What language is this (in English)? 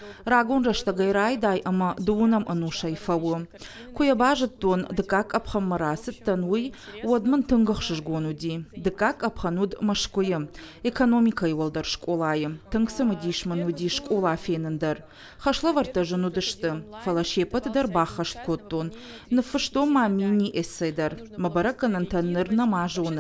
Ossetic